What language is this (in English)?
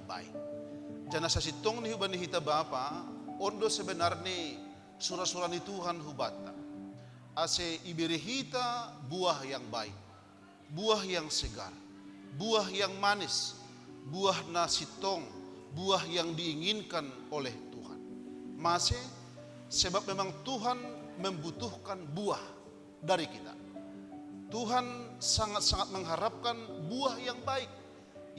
Batak Simalungun